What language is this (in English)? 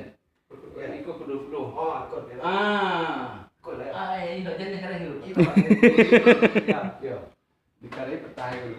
Minangkabau